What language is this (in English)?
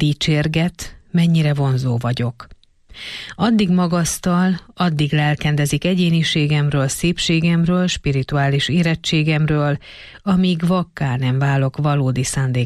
Hungarian